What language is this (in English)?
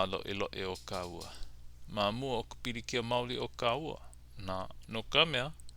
Hawaiian